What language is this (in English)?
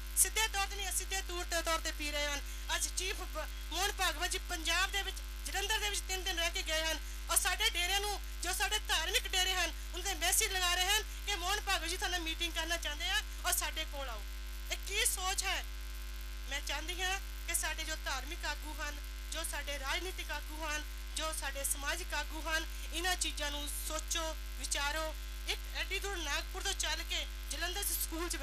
Punjabi